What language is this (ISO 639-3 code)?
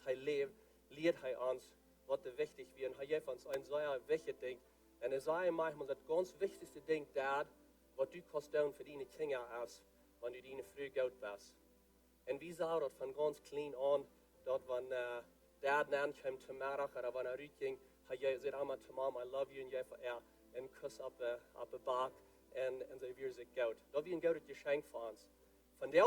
pdt